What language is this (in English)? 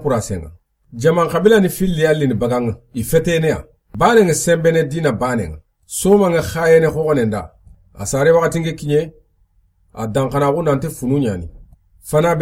Soninke